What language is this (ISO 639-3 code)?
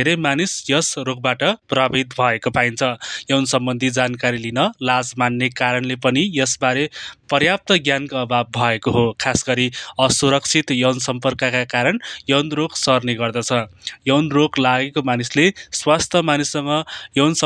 nep